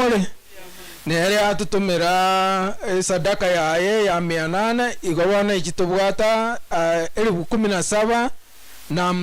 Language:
Gusii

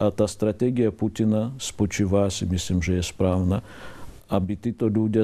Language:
Slovak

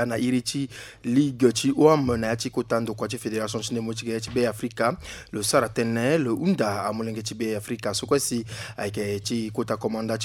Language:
Sango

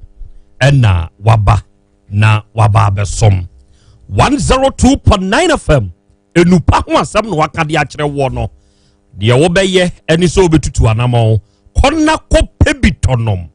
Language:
Akan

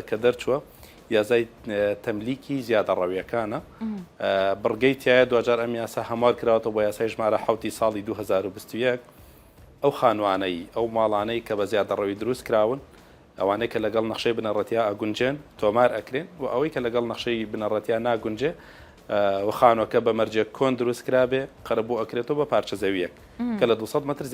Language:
Central Kurdish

